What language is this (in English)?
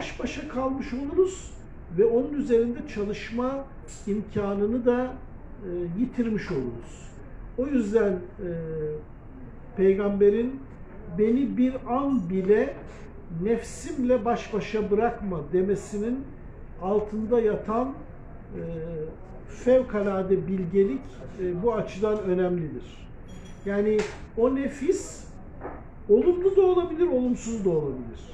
Turkish